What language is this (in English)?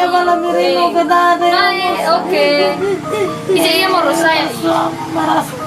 Nias